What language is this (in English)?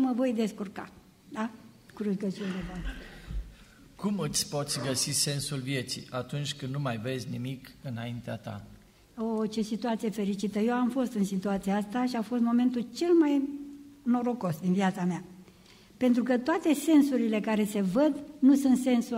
Romanian